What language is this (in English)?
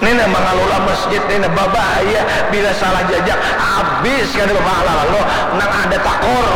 Banjar